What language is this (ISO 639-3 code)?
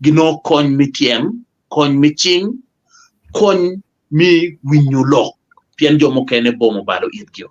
ach